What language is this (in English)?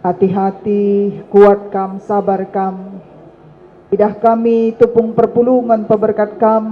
Batak Karo